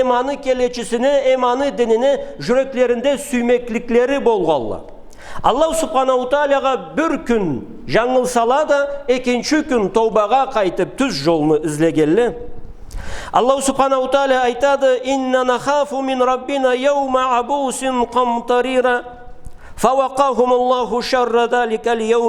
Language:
Karachay-Balkar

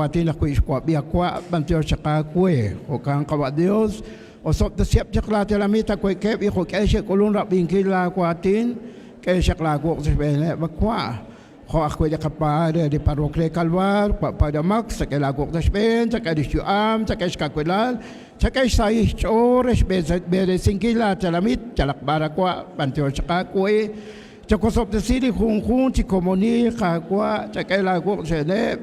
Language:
Kekchí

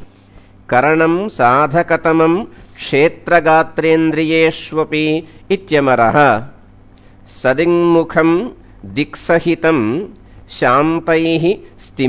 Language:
Sanskrit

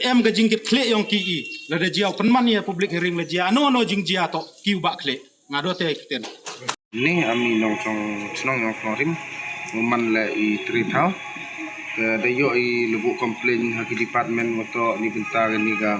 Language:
Pnar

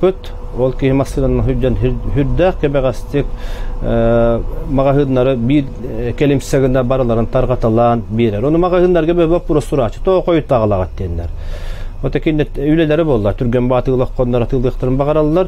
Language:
Yakut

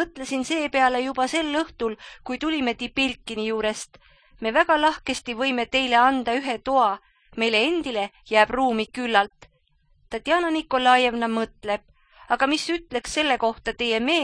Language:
Estonian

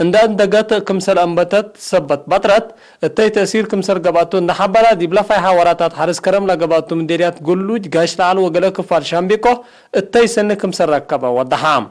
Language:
Tigre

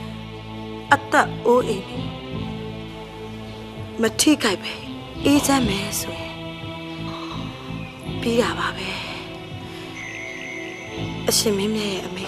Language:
Burmese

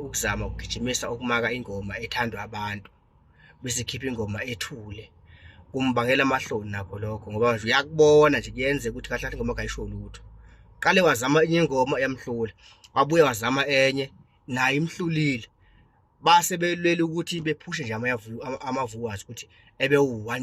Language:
Zulu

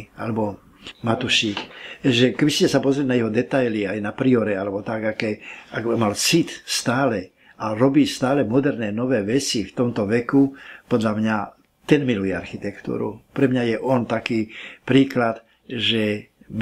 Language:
Slovak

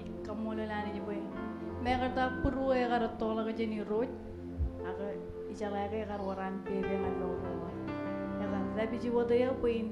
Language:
Marshallese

